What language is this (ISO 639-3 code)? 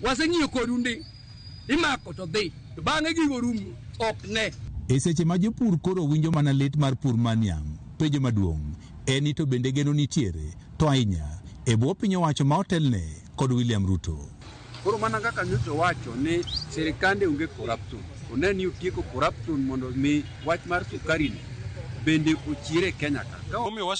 luo